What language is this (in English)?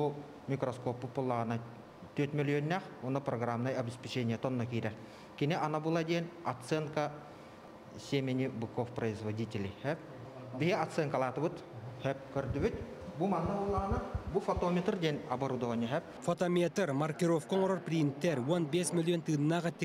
Yakut